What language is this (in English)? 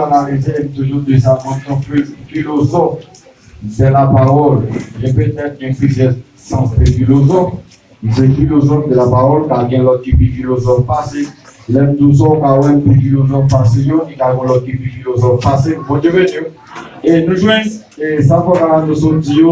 Haitian Creole